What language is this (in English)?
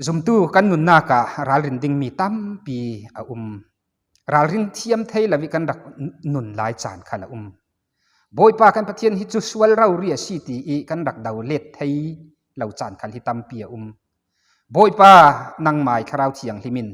Falam Chin